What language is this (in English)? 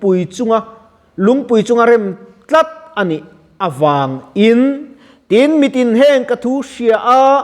Mizo